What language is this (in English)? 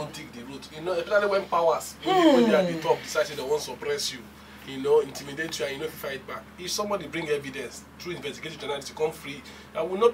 Nigerian Pidgin